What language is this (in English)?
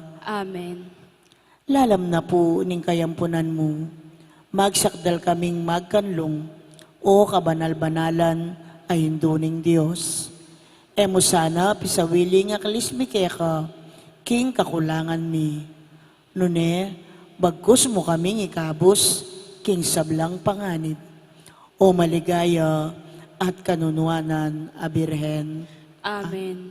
Pampanga